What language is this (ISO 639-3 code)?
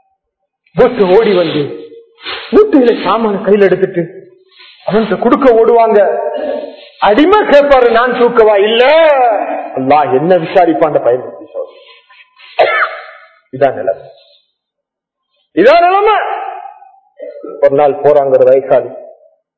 tam